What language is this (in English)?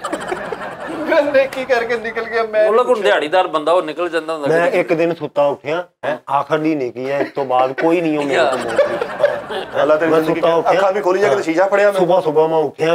Punjabi